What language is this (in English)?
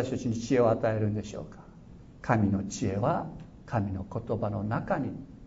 Japanese